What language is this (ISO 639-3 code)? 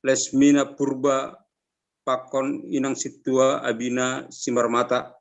bts